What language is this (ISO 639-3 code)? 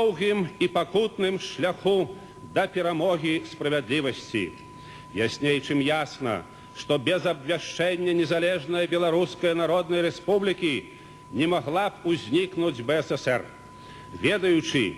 bel